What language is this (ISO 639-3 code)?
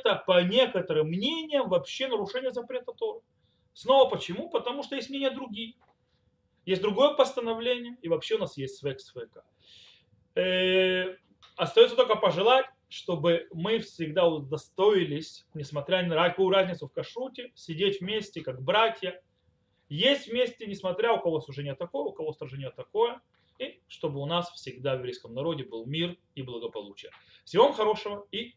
rus